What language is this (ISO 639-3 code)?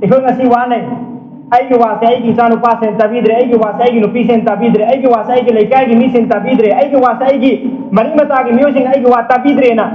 mni